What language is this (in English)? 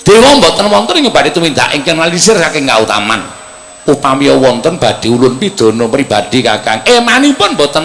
Javanese